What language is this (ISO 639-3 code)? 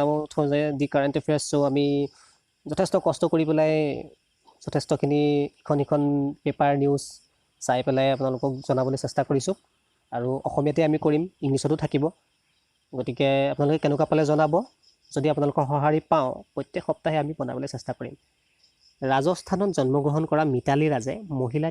asm